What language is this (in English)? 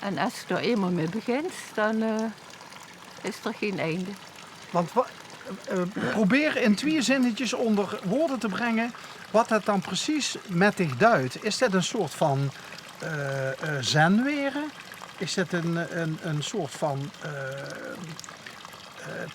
Limburgish